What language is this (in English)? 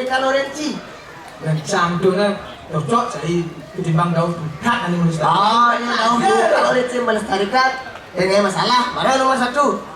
Balinese